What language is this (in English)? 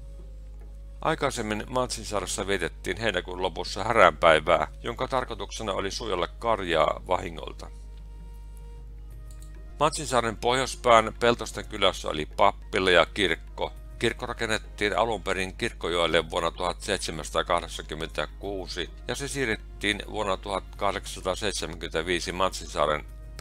Finnish